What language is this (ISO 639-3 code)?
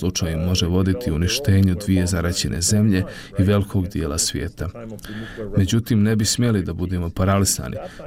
bos